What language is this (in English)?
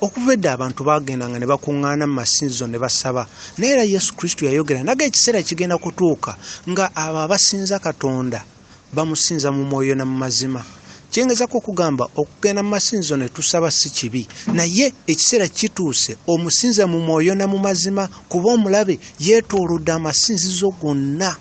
Ganda